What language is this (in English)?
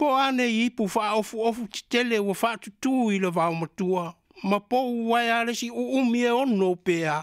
Samoan